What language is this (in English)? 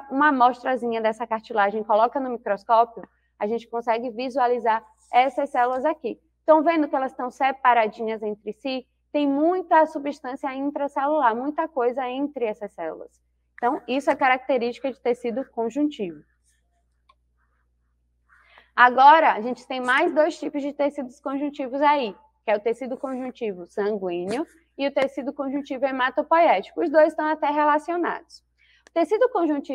Portuguese